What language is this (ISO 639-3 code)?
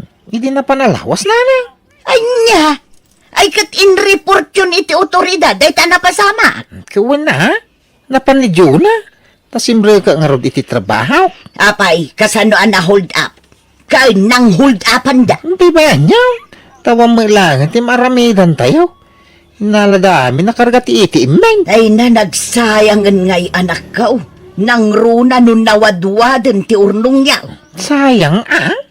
ilo